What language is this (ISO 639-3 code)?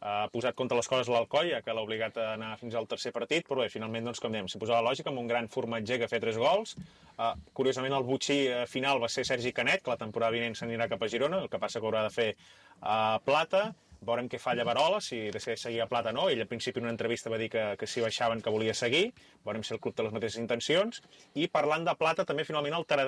cat